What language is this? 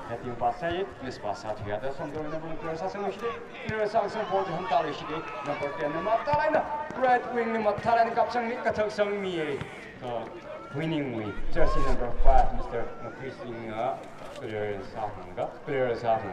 Tangkhul Naga (India)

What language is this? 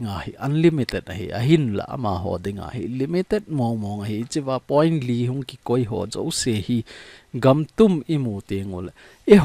Thado Chin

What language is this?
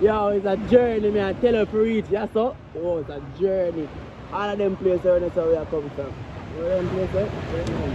Jamaican Creole English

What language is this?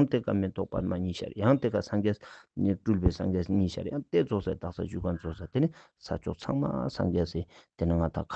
Ladakhi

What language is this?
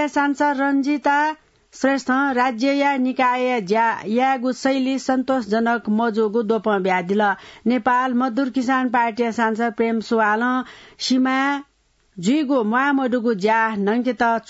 Newari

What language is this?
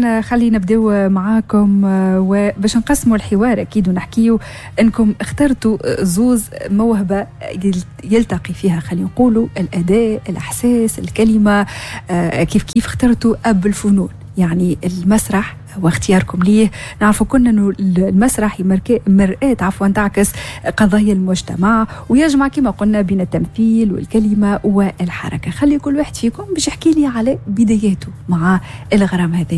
Tunisian Arabic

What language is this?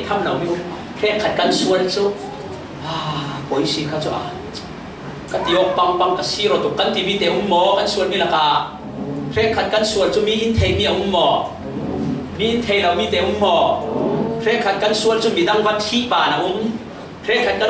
Falam Chin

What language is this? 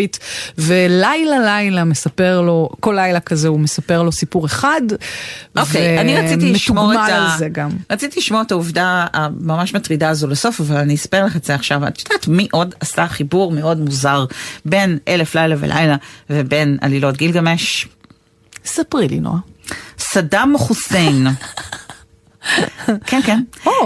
Hebrew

